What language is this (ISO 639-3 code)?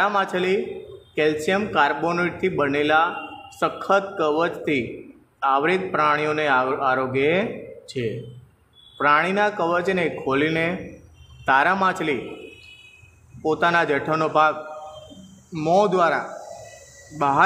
guj